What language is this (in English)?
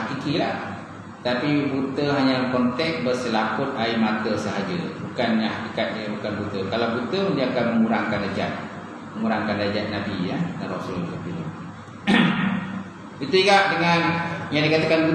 Malay